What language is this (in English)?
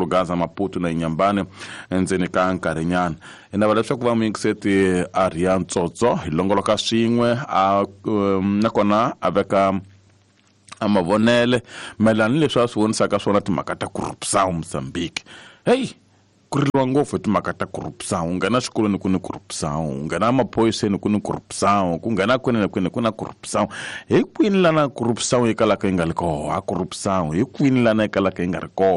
Tsonga